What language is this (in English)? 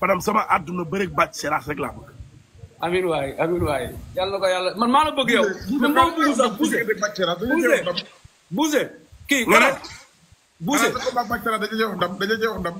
Wolof